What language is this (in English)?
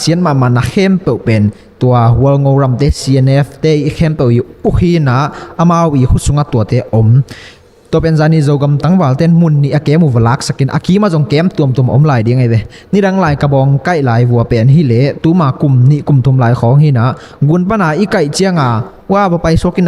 Tedim Chin